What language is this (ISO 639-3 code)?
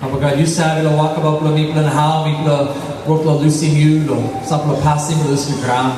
tpi